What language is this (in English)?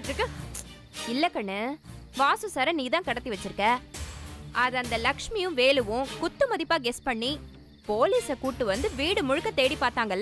Tamil